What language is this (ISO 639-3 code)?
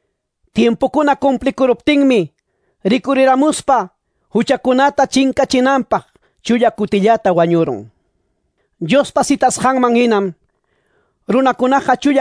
que